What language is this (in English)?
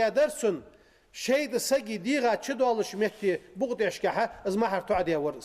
Ingush